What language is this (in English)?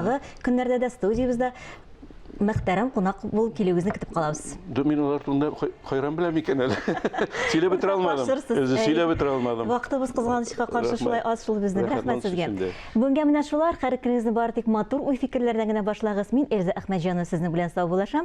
Tatar